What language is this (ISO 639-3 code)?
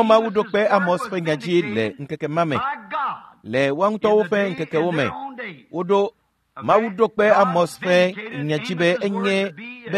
ewe